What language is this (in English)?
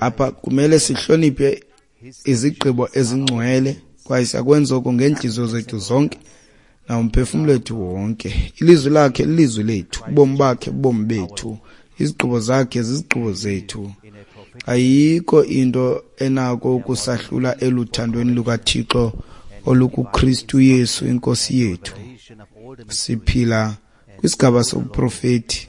Xhosa